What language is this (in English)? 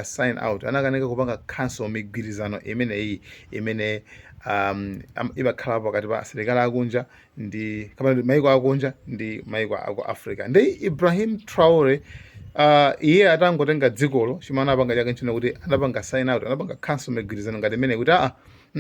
Nyanja